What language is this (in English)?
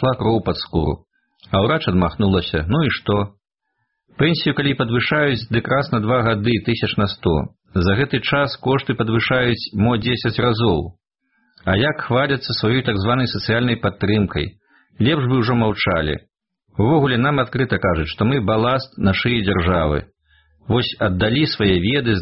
Belarusian